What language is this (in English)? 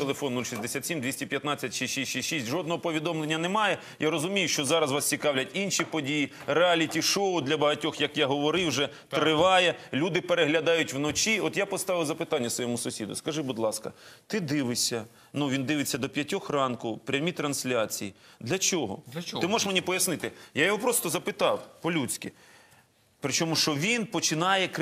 Ukrainian